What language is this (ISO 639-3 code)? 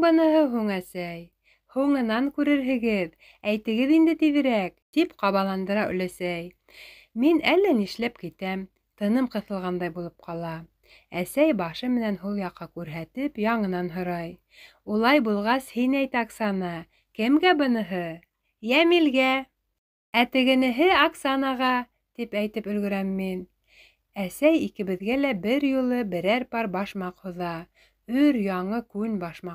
bak